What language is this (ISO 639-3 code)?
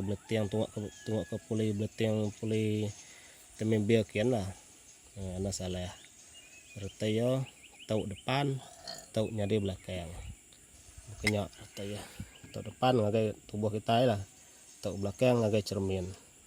iba